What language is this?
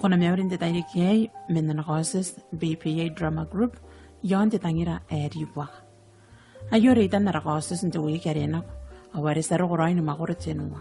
Gilbertese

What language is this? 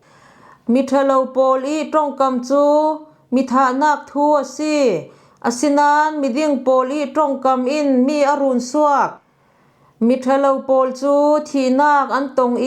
Falam Chin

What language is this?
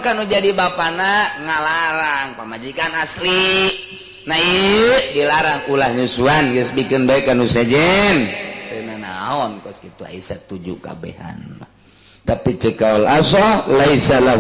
Sundanese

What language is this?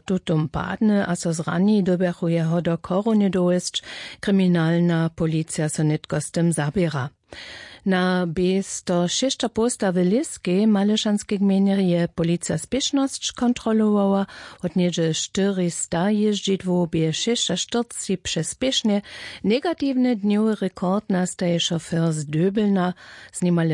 Upper Sorbian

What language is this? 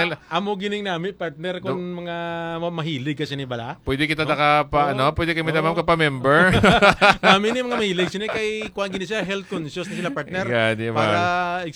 Hiligaynon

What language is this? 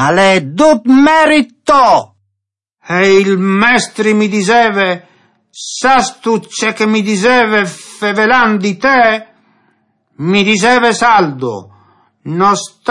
Friulian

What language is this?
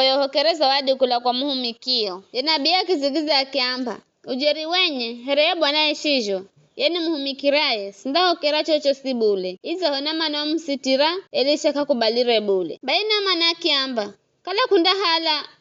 Giryama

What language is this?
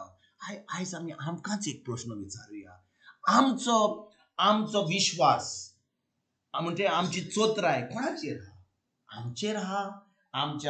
Konkani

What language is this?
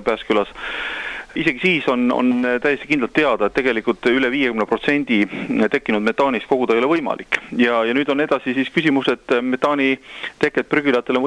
Estonian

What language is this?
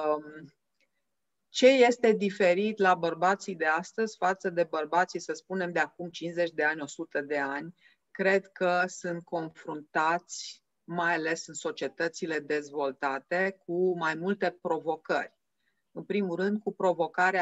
Romanian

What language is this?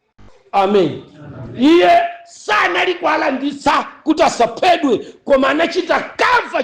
Nyanja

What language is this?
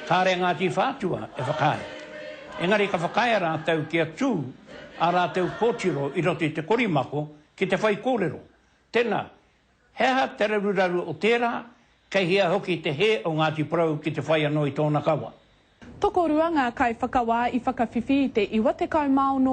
Māori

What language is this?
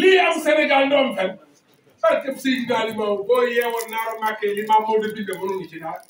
Wolof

